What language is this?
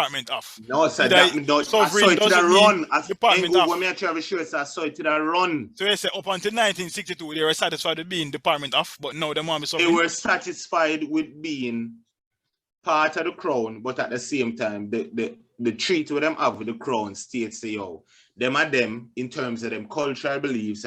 Jamaican Creole English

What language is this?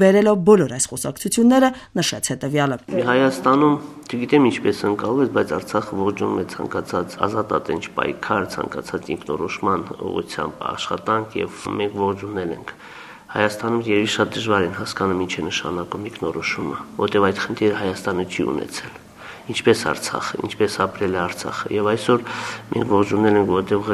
Armenian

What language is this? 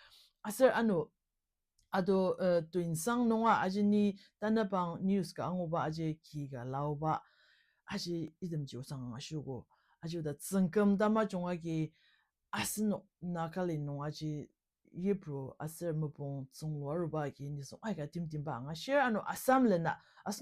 Ao Naga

